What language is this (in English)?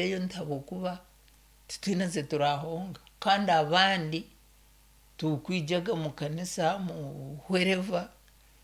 Nyankole